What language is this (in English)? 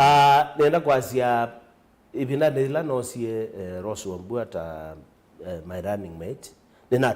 Kamba